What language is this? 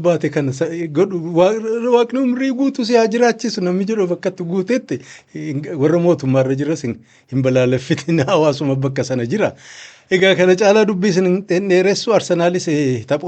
Oromo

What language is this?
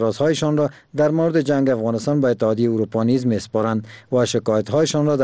Persian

